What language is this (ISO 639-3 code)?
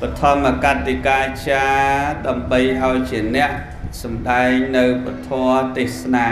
khm